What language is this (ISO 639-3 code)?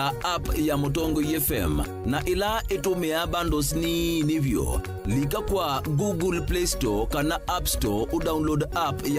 kam